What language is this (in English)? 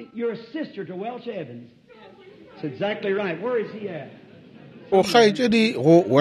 Northern Sotho